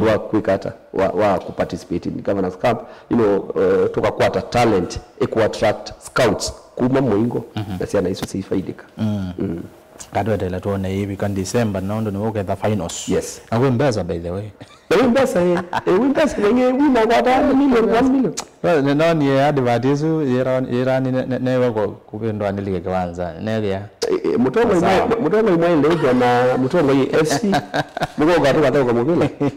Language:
Kamba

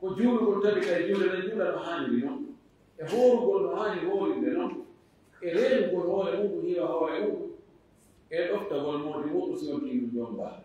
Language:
Fula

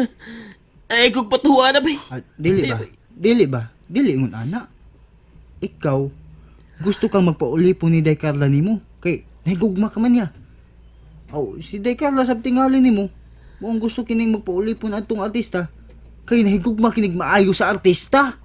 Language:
Cebuano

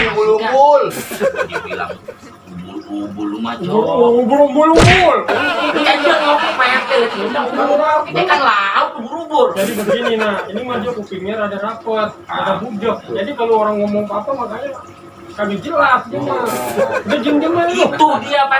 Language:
Betawi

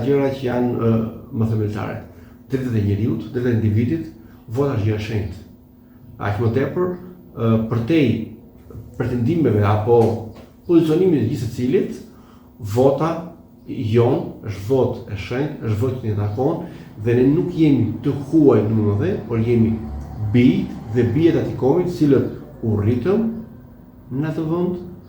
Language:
Albanian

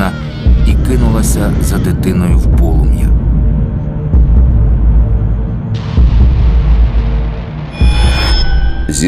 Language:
Ukrainian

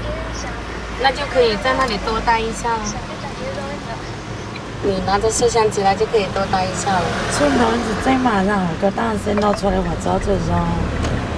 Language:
Vietnamese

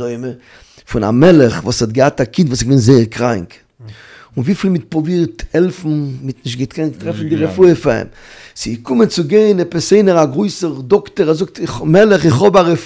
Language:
Yiddish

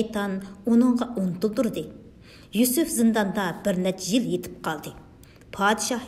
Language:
Uyghur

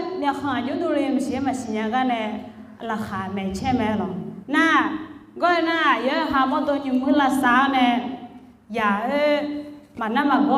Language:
Akha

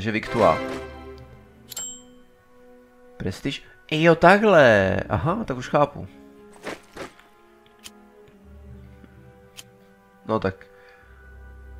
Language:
Czech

